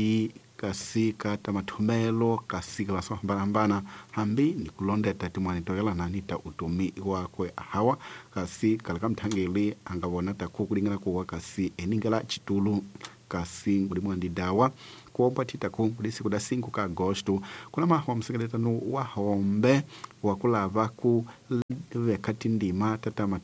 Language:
Tsonga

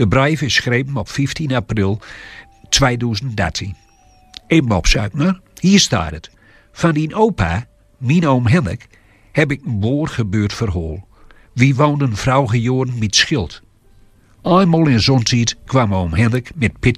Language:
Gronings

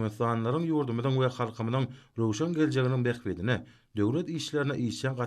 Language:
Turkmen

